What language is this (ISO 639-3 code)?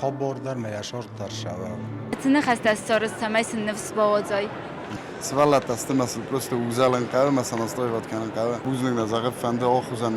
oss